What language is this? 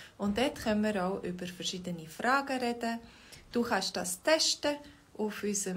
Swiss German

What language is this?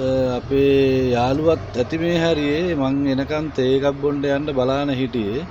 Sinhala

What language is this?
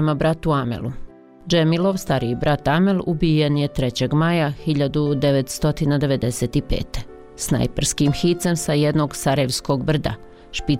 Bosnian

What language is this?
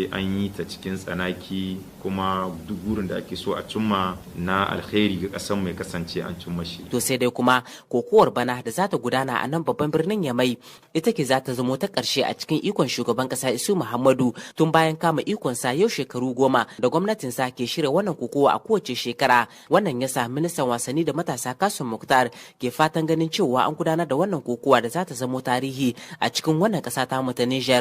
Hausa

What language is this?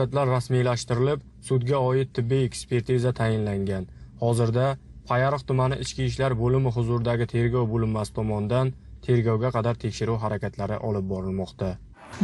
Uzbek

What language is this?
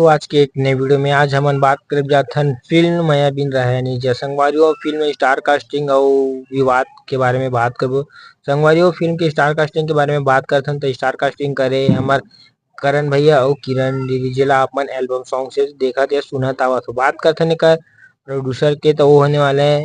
Chhattisgarhi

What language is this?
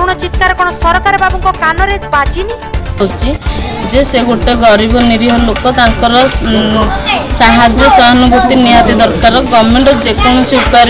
Odia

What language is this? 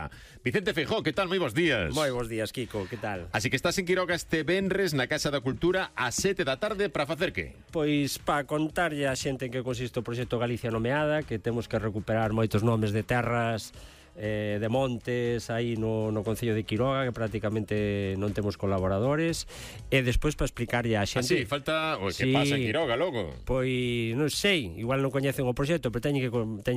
Galician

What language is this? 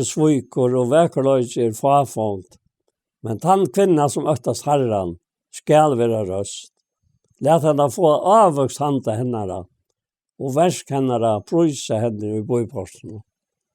Faroese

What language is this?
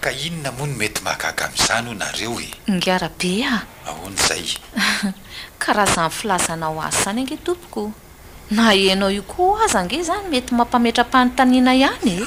Malagasy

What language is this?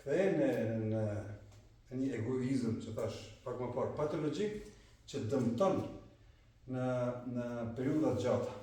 Albanian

